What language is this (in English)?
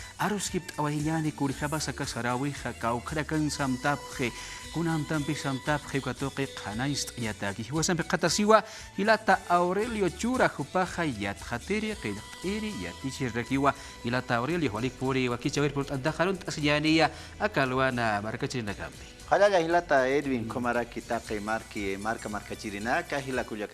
Aymara